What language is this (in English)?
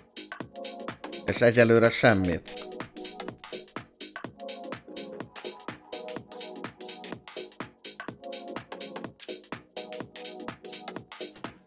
Hungarian